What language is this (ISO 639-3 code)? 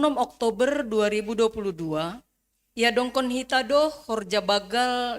bts